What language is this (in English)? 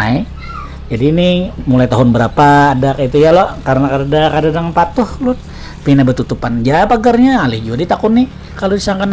Banjar